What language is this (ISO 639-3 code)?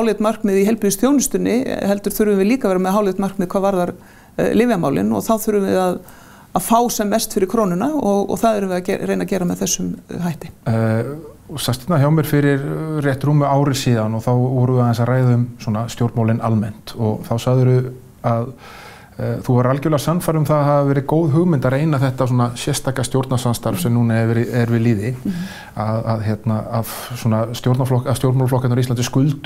isl